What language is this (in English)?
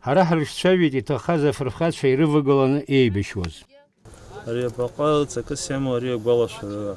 Abkhazian